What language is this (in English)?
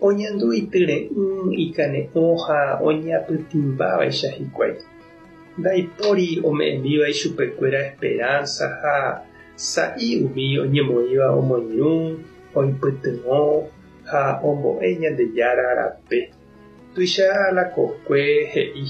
Guarani